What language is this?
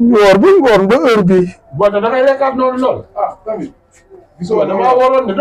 Wolof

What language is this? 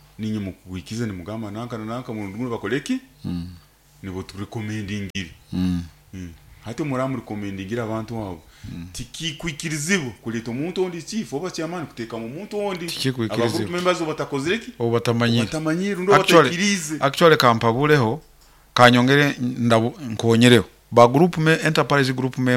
Nyoro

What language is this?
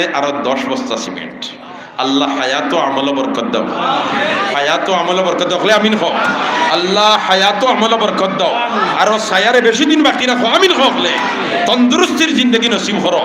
Sylheti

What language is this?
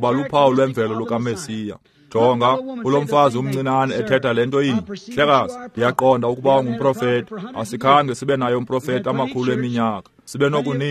Xhosa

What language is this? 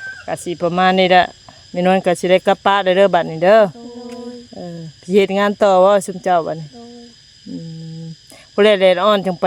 Northeastern Thai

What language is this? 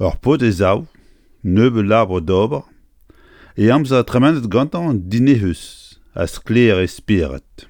Breton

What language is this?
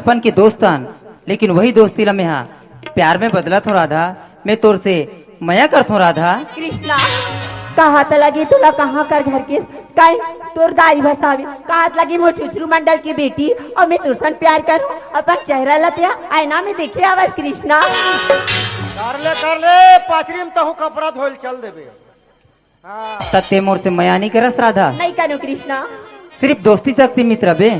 Chhattisgarhi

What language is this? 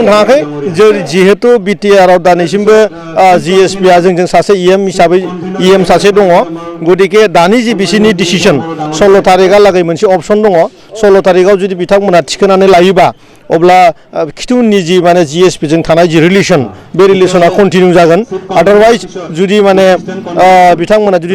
Bodo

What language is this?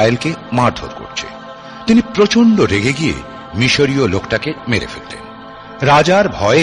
Bangla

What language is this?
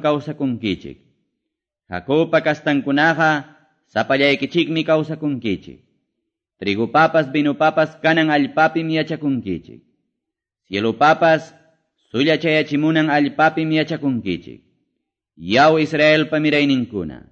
Quechua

